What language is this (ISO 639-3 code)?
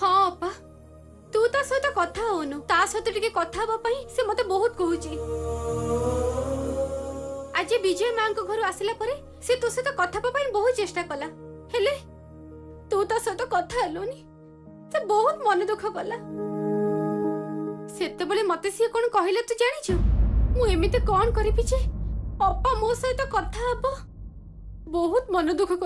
ori